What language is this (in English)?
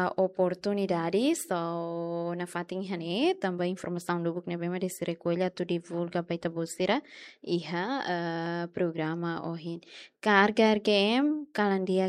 Tetum